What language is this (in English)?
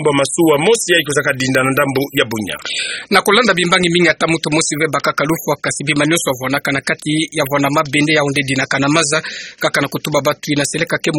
Kituba (Democratic Republic of Congo)